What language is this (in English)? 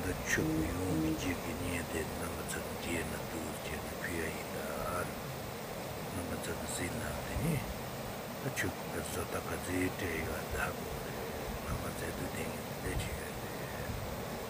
Tibetan